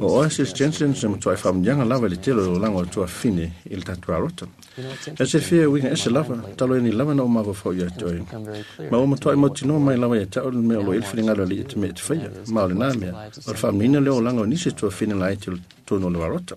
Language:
Samoan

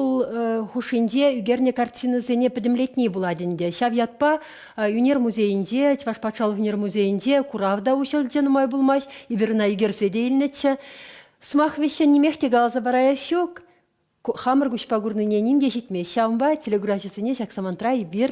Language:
Chuvash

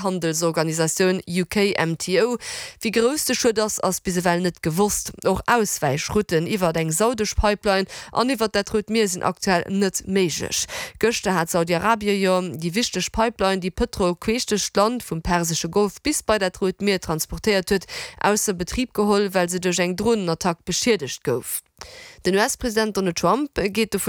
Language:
Luxembourgish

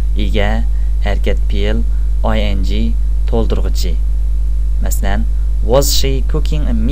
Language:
Uyghur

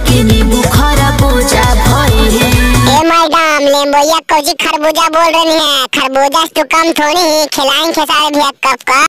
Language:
Bhojpuri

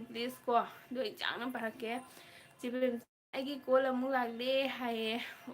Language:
Manipuri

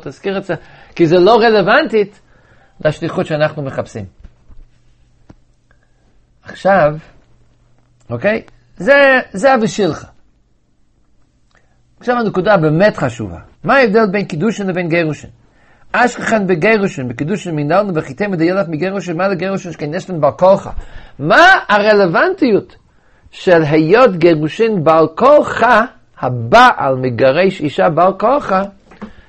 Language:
Hebrew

